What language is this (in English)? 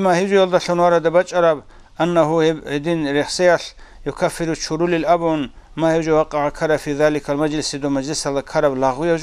Avaric